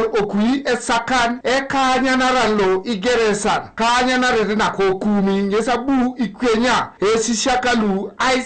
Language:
Teso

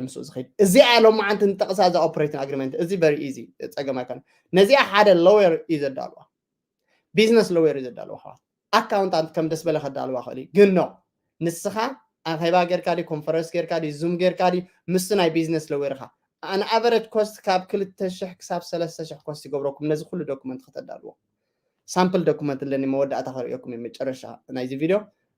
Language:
Tigrinya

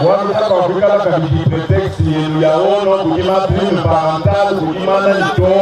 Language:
Luba-Lulua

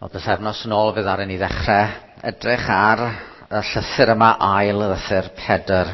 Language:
Welsh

